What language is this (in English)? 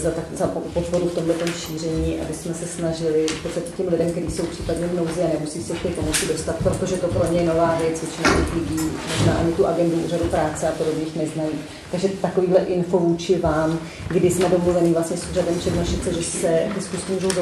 Czech